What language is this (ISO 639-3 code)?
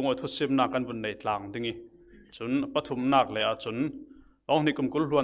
cfm